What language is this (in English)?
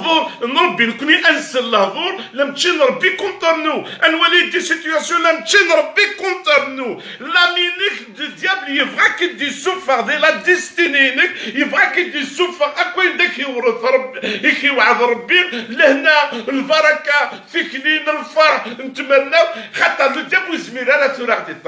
Kabyle